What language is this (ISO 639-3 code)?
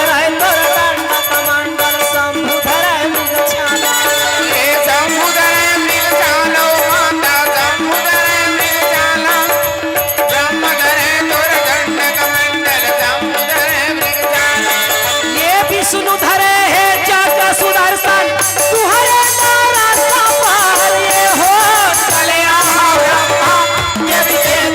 hne